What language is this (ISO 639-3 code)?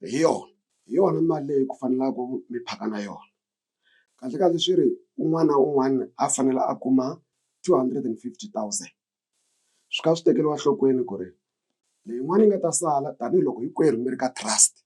tso